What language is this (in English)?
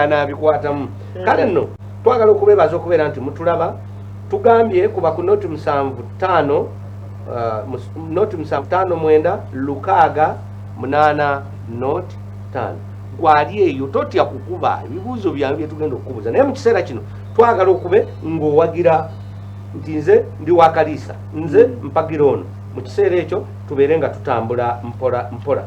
Ganda